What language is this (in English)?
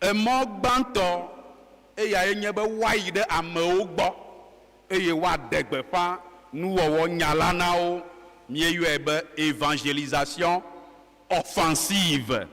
Ewe